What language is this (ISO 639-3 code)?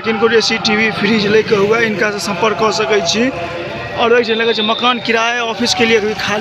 mai